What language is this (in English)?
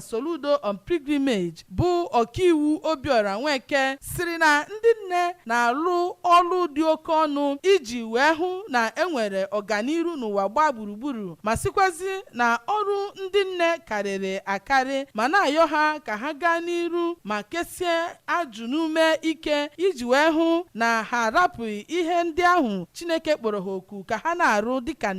Igbo